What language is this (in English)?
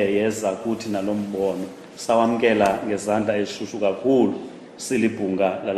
Xhosa